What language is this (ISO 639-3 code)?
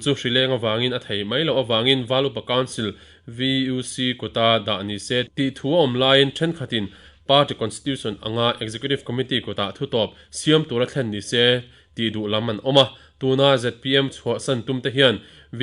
lus